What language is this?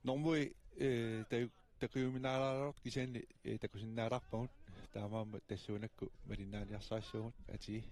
Kalaallisut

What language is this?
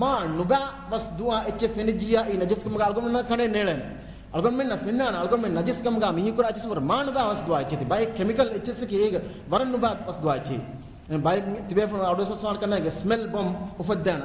Divehi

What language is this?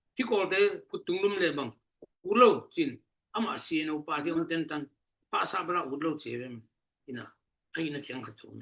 Tedim Chin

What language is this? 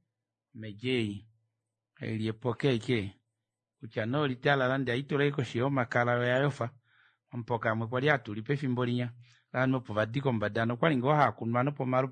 Kuanyama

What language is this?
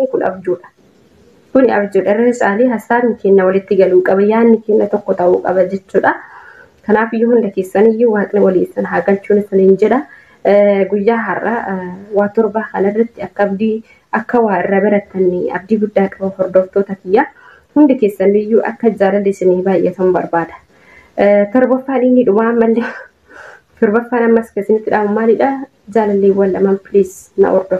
Oromo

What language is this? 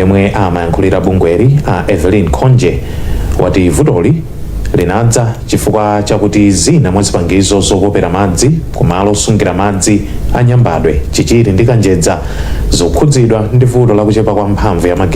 Nyanja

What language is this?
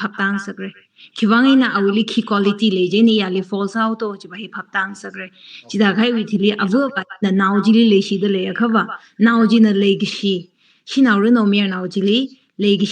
Tangkhul Naga (India)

